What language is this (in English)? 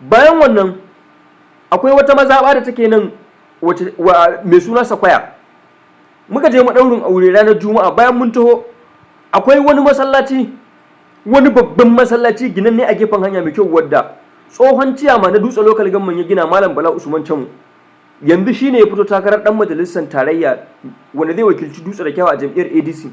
Hausa